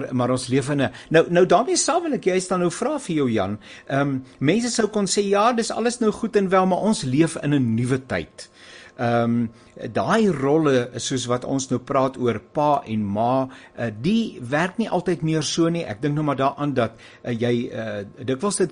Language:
Afrikaans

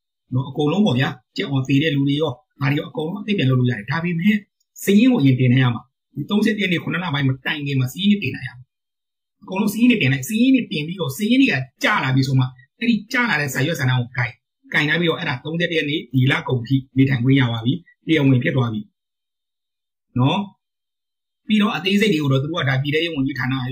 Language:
Burmese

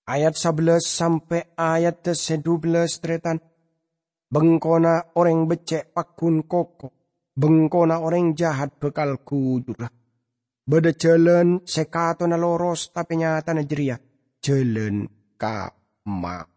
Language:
Madurese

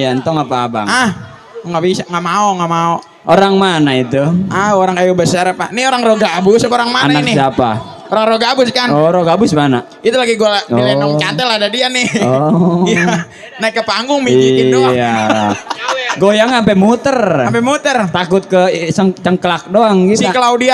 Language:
Betawi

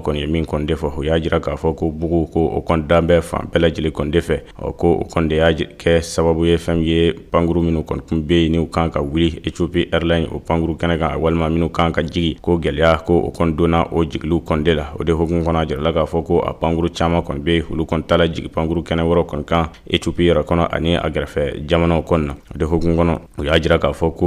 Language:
Bambara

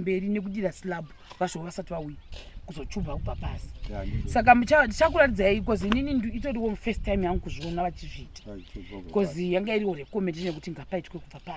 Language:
Shona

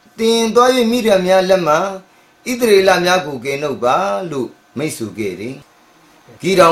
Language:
Burmese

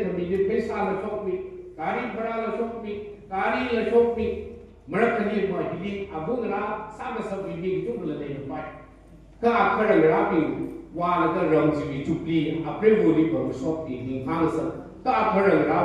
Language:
Tangkhul Naga (India)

